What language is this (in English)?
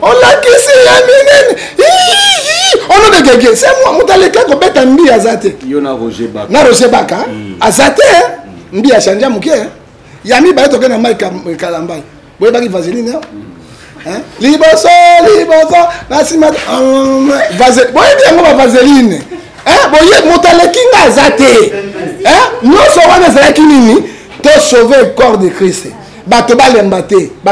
Lingala